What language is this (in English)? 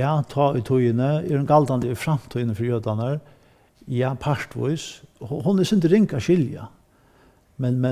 Faroese